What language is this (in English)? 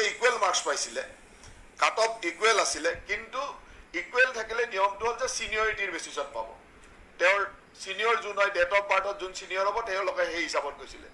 Assamese